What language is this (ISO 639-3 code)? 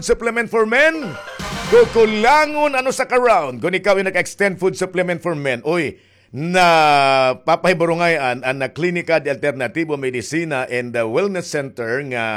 war